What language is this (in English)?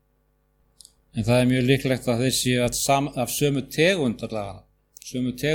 Icelandic